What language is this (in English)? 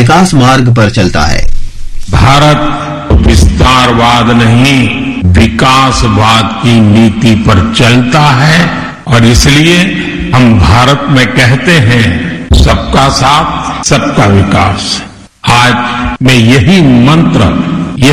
Hindi